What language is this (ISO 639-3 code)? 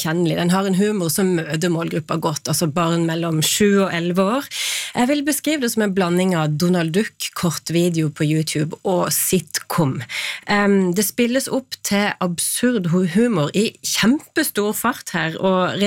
nor